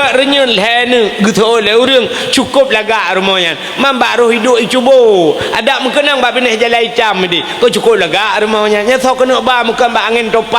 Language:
Achinese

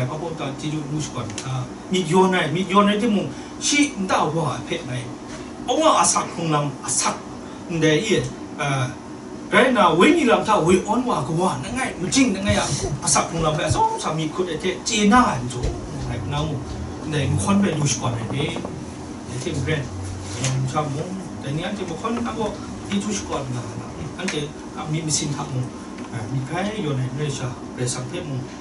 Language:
Kachin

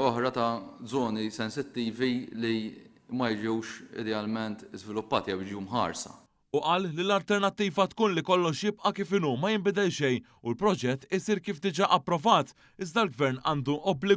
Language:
Maltese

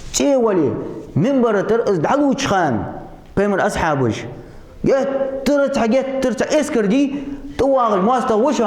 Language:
Ingush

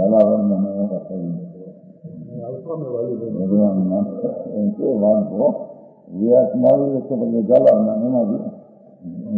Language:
Gujarati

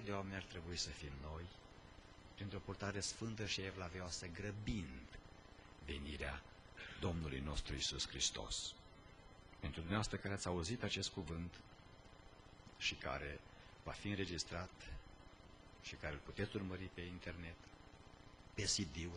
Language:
Romanian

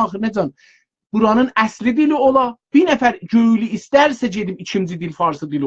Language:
South Azerbaijani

